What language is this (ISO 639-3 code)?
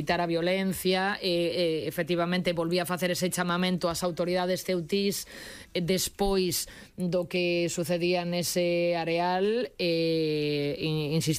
glg